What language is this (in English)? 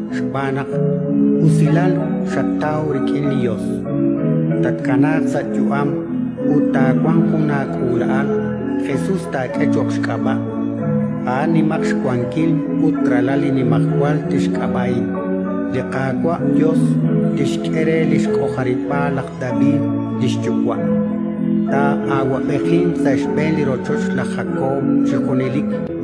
Kekchí